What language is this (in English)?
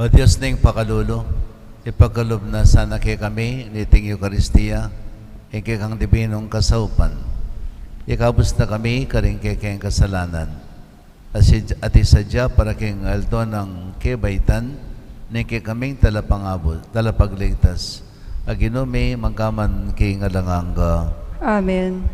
Pampanga